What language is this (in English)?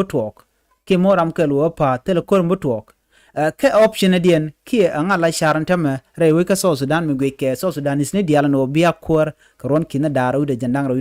Nuer